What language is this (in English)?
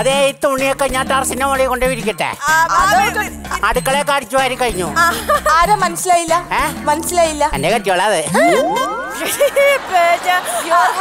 Malayalam